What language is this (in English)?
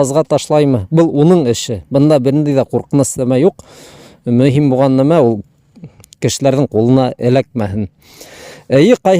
Bashkir